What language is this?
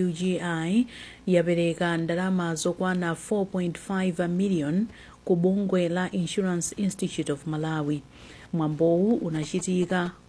Nyanja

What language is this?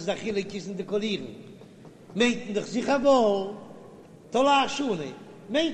Yiddish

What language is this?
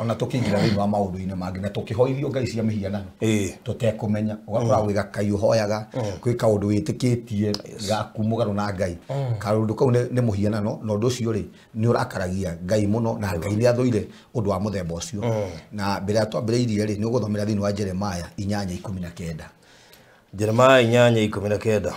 Kikuyu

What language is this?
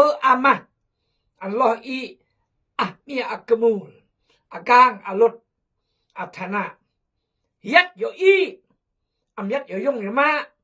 Khmu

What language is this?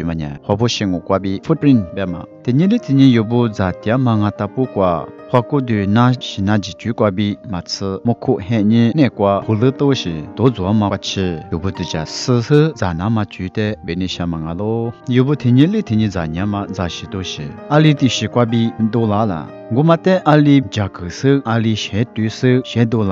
Lisu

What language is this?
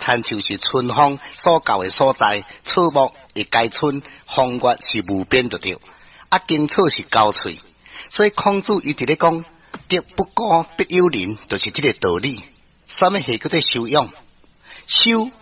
Min Nan Chinese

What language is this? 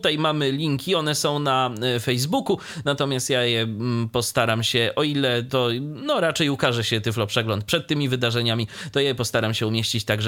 Polish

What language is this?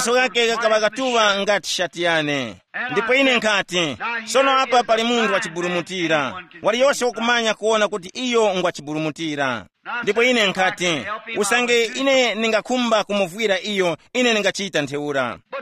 Tumbuka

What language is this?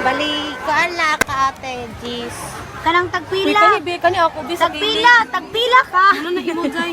Cebuano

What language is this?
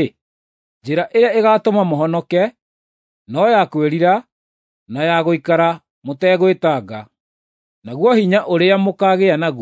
Kikuyu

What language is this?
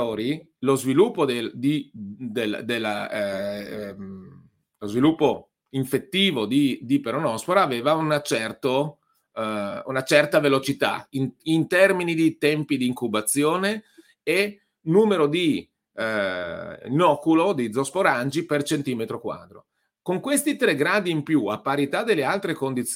Italian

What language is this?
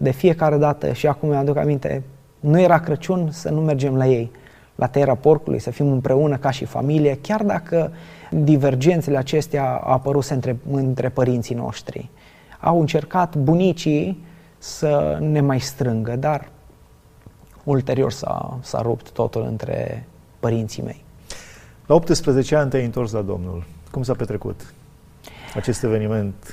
Romanian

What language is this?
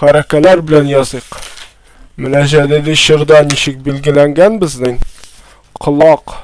Tatar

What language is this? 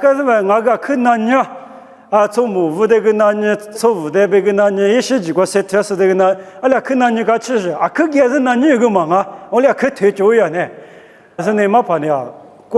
Lisu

